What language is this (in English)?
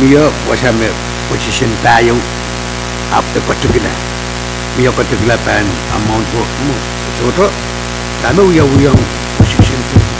Pohnpeian